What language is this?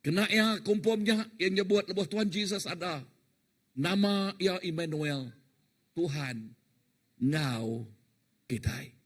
Iban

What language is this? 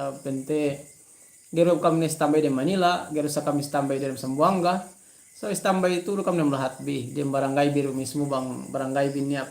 Yakan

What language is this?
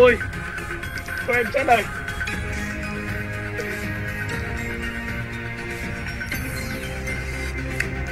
Vietnamese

